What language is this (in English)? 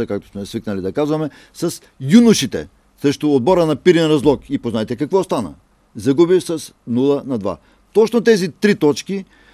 Bulgarian